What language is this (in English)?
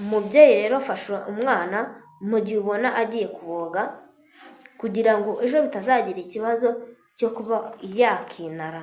Kinyarwanda